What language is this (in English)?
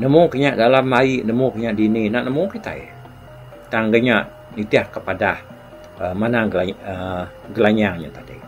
Iban